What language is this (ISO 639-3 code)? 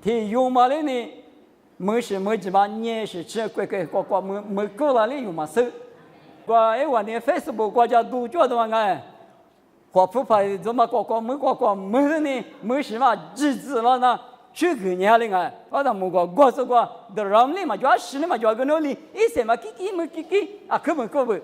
lis